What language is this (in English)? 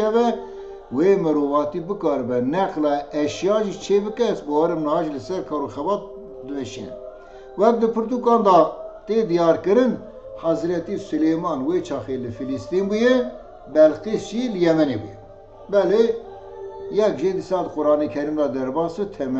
Kurdish